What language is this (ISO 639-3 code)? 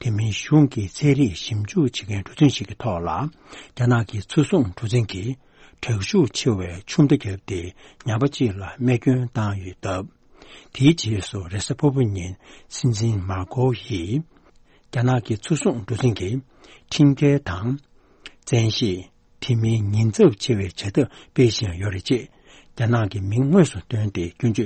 bod